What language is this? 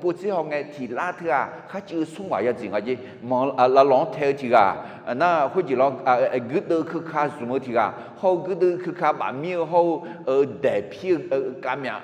Akha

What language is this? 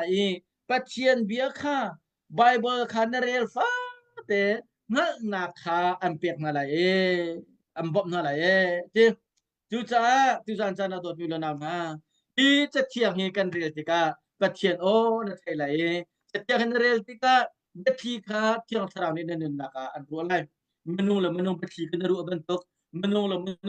Hakha Chin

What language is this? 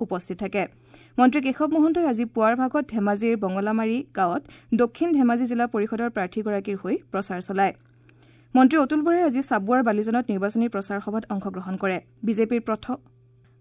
Assamese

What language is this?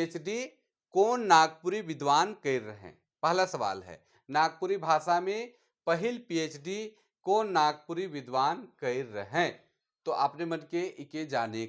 Sadri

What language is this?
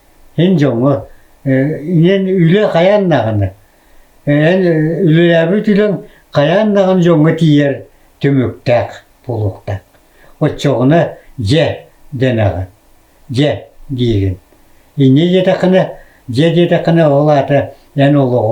Yakut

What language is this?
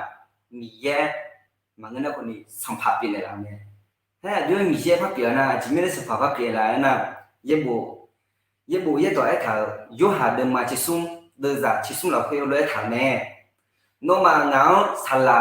Akha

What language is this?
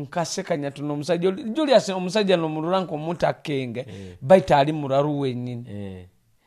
Nyoro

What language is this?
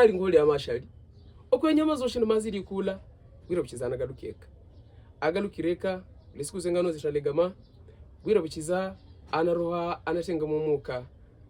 Havu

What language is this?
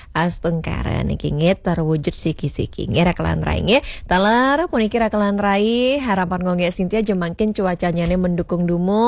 Balinese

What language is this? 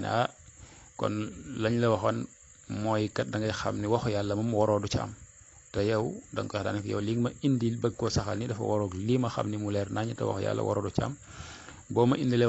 Wolof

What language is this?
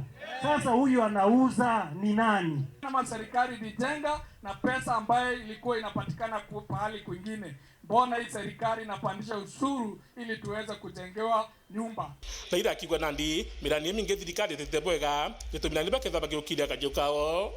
Meru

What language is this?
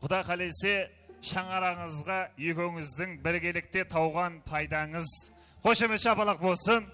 Kara-Kalpak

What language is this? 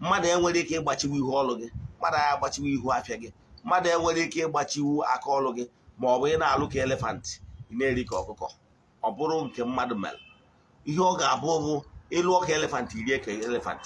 Igbo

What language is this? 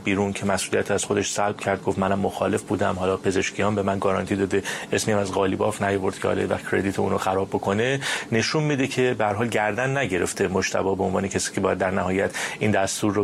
Persian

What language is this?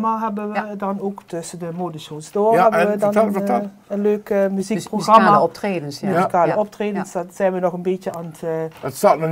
Limburgish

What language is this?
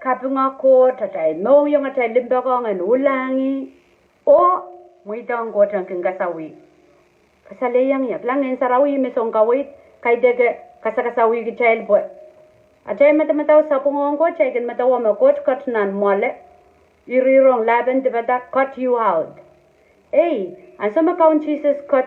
Pohnpeian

